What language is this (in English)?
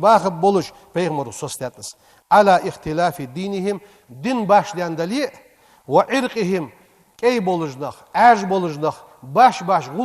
Ingush